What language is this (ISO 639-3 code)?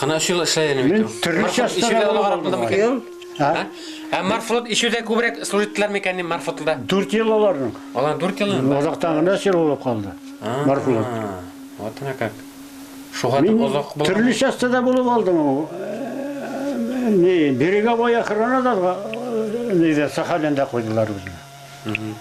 bak